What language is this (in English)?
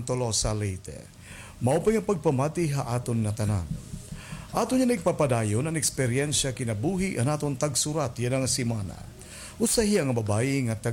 Waray